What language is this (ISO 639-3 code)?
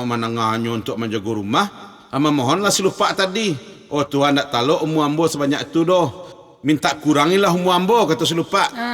min